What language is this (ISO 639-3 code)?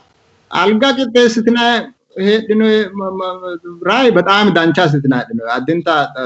sid